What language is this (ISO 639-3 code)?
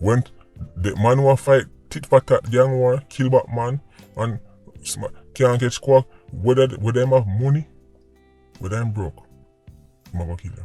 jam